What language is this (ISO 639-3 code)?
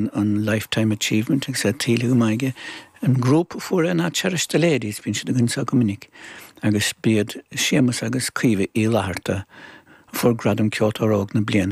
gle